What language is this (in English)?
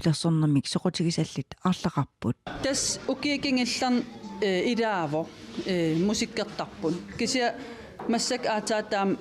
Kalaallisut